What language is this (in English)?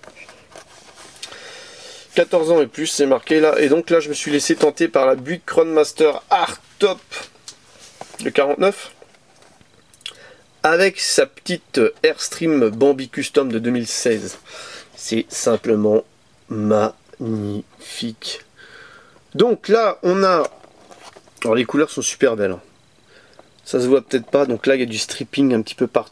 French